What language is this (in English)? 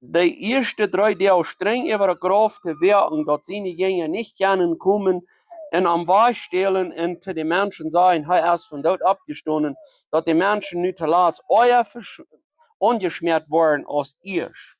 Plautdietsch